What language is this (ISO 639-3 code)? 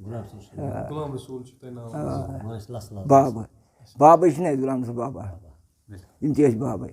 kas